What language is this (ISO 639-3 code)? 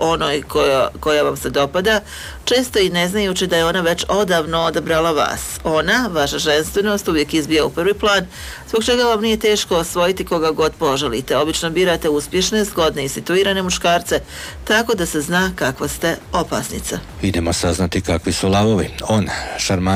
hrv